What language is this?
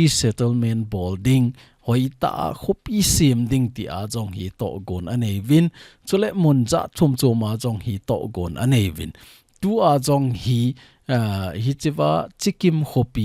Thado Chin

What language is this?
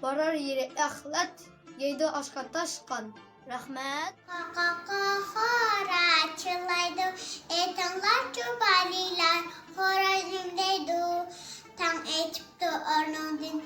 Uyghur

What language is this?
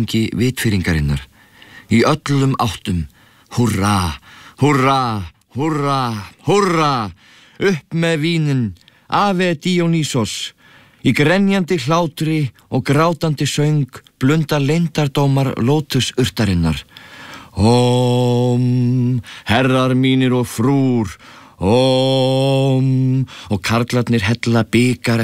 Icelandic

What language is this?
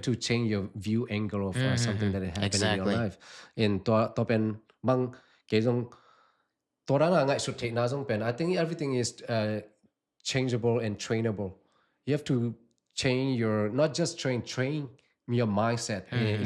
Tedim Chin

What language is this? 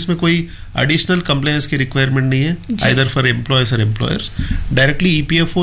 Hindi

